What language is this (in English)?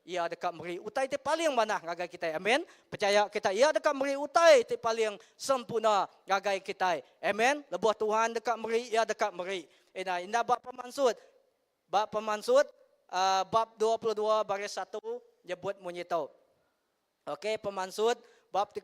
Iban